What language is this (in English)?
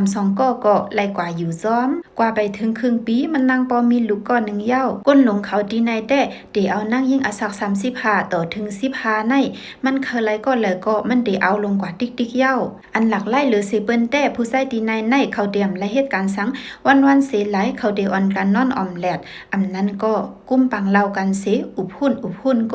Shan